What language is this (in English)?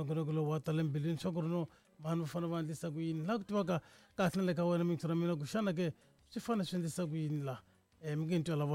Tsonga